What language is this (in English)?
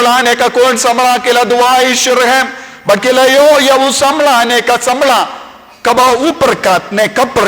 Khasi